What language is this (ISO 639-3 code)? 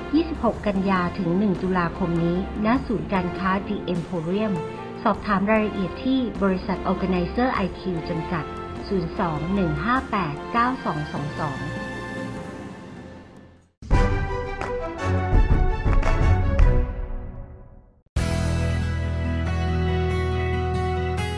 tha